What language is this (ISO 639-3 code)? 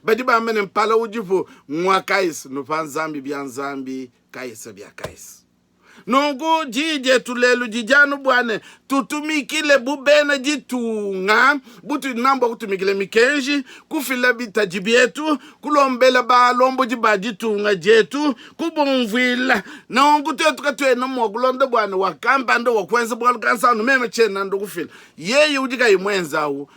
lua